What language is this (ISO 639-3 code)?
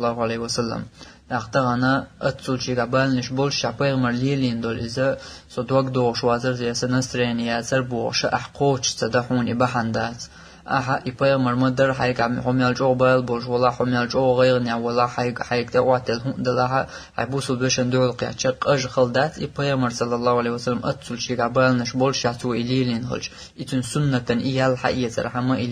che